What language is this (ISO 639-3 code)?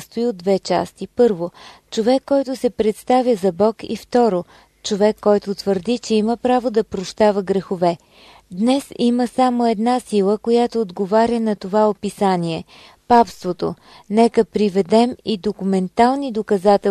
bul